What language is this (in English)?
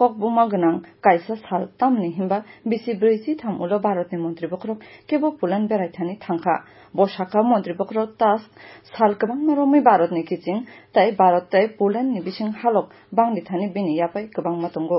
Kok Borok